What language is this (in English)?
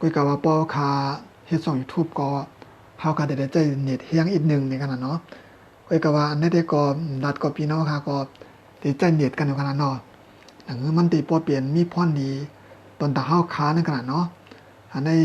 Shan